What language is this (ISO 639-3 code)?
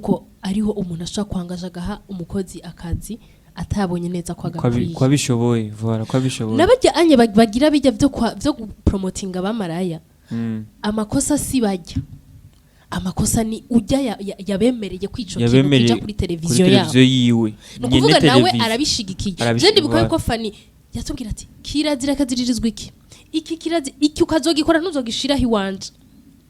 run